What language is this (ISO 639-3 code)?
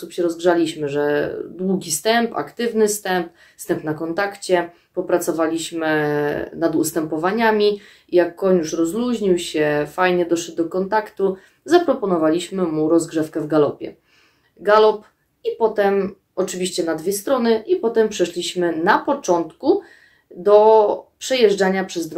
pol